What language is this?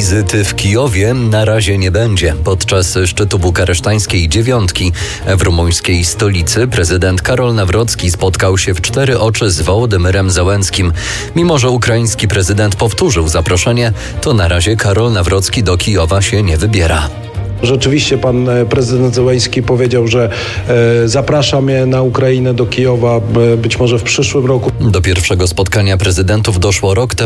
Polish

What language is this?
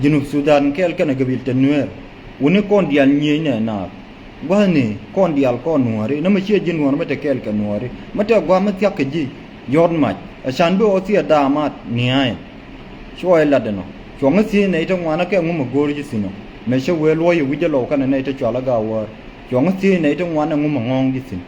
Nuer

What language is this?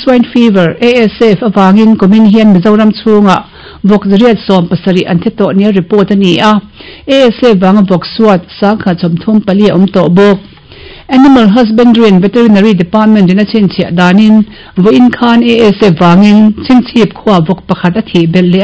Mizo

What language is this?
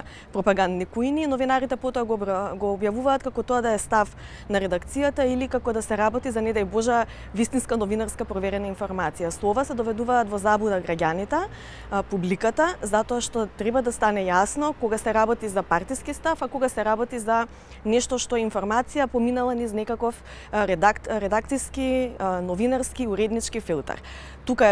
Macedonian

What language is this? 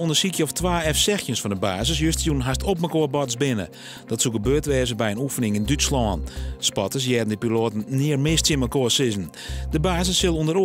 Western Frisian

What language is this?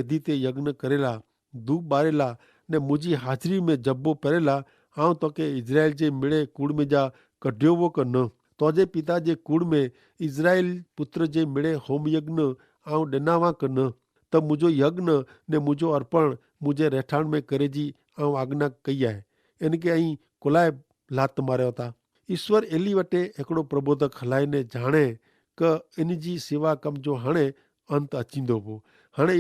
Kachhi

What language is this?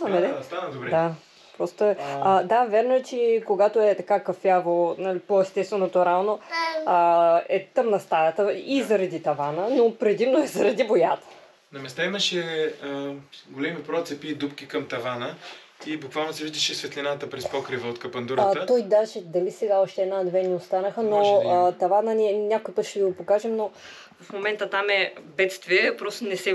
Bulgarian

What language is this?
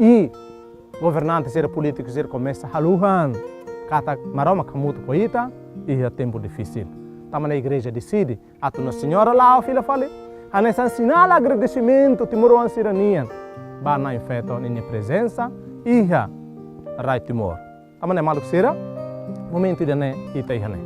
Tetum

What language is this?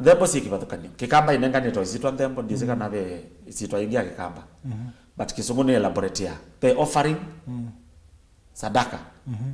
Kamba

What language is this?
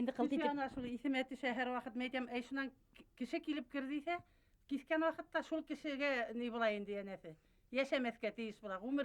Bashkir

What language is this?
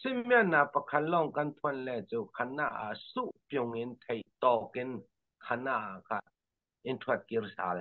Falam Chin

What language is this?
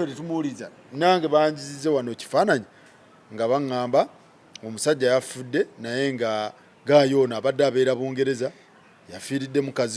Ganda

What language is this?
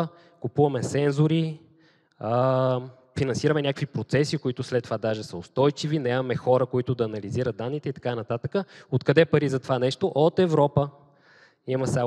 Bulgarian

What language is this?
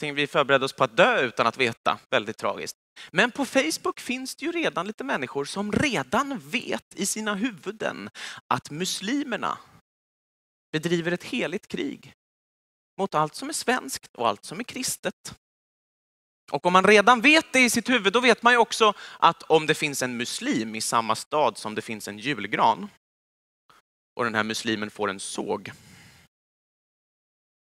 Swedish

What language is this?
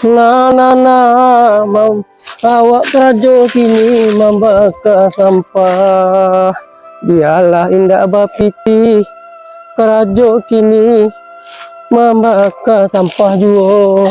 Minangkabau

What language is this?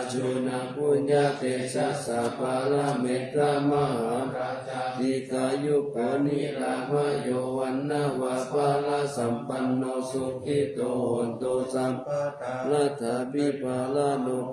Pali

